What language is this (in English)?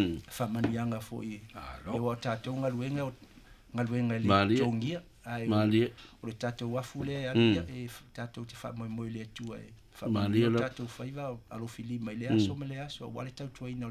Samoan